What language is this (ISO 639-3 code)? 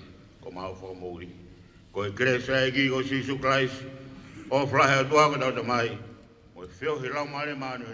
ton